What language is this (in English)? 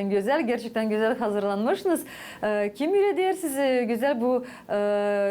Gagauz